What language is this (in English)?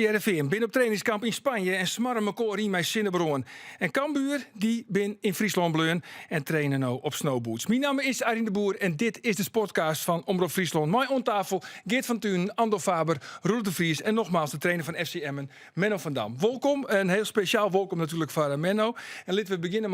Western Frisian